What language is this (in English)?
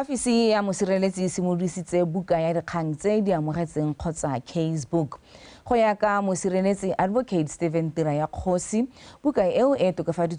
Tswana